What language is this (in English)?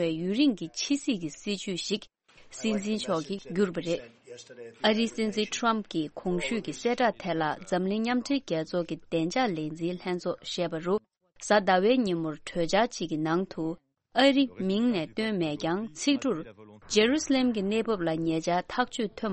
Tibetan